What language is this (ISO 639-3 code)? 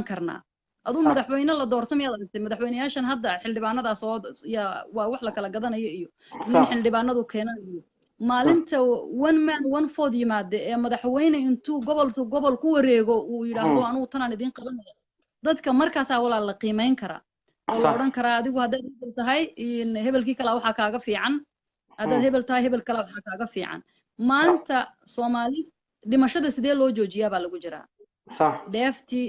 som